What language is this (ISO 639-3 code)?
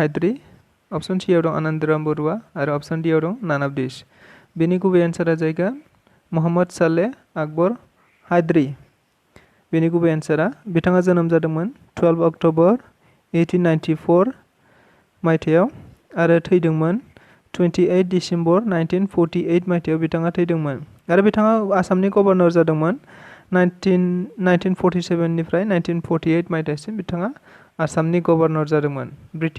brx